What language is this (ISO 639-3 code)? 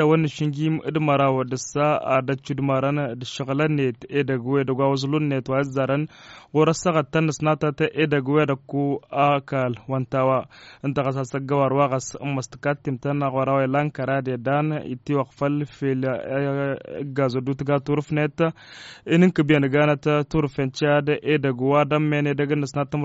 taq